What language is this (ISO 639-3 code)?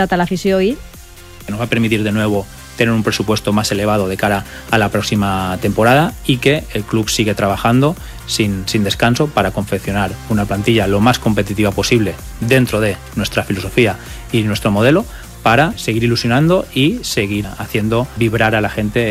cat